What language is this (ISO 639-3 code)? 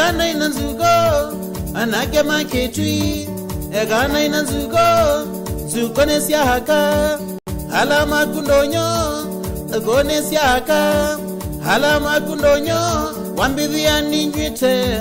kam